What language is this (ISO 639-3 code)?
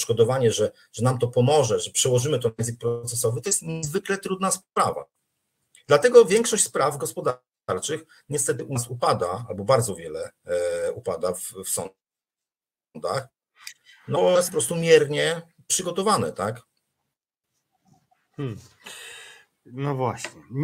pol